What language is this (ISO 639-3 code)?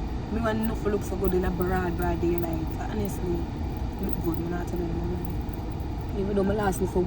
jam